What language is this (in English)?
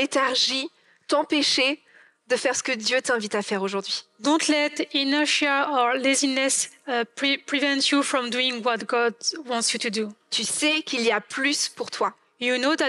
French